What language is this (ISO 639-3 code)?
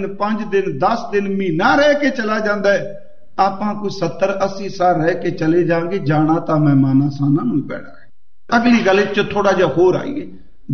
pan